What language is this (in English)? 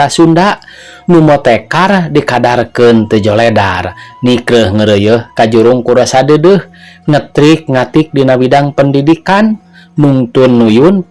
Sundanese